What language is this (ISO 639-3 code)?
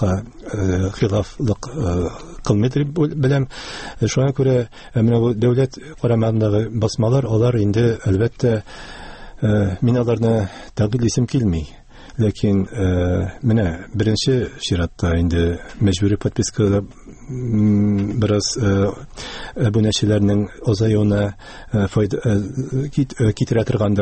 tat